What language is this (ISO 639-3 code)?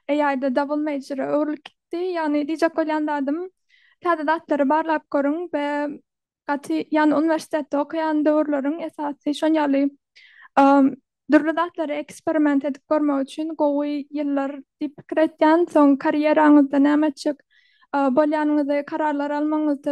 tuk